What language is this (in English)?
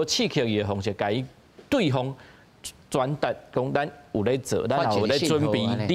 Min Nan Chinese